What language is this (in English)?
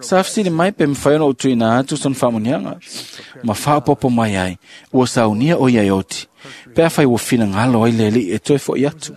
Samoan